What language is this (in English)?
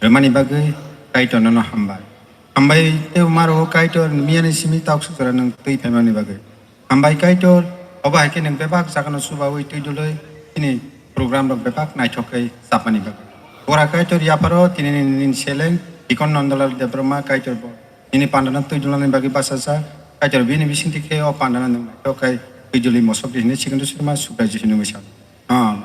Kok Borok